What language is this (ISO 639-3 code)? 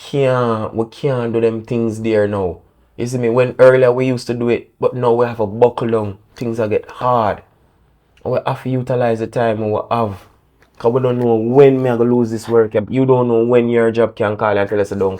jam